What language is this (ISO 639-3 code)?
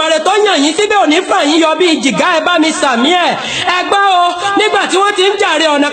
yor